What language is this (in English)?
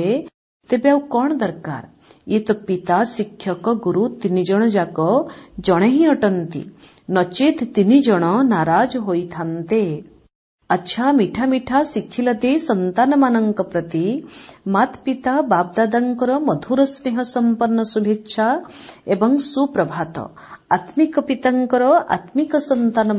Odia